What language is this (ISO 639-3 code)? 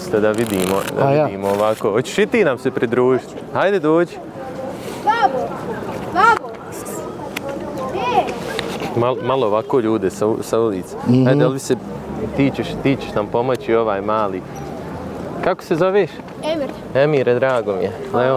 bos